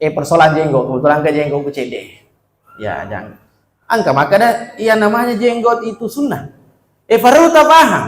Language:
Buginese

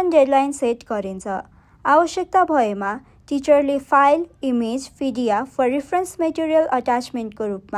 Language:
Nepali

